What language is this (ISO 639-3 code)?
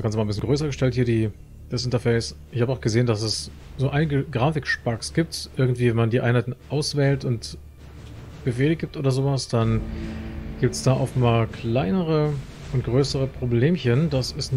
deu